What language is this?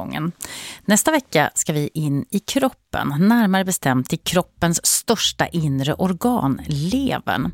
Swedish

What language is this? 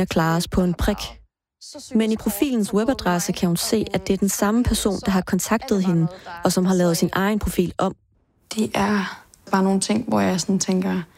Danish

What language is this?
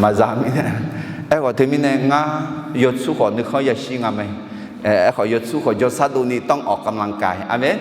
Akha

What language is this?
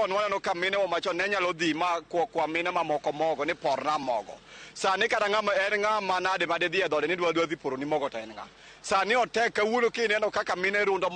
Luo (Kenya and Tanzania)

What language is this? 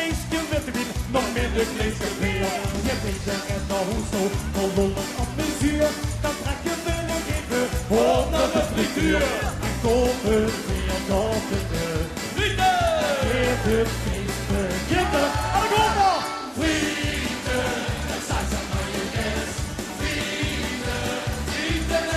Limburgish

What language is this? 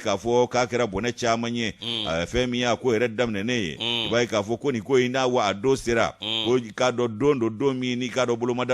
Bambara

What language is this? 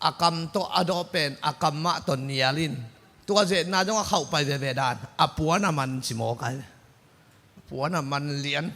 Tedim Chin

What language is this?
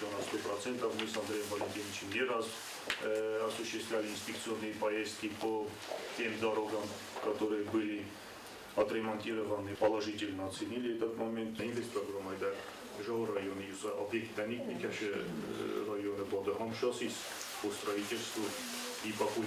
Ossetic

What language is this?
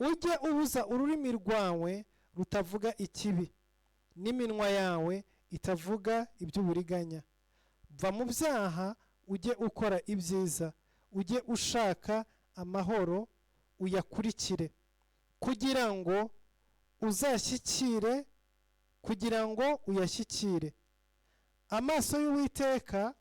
Kinyarwanda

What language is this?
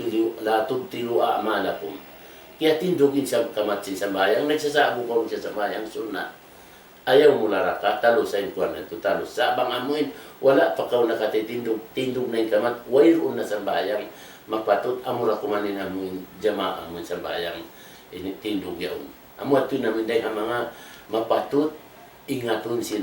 Tausug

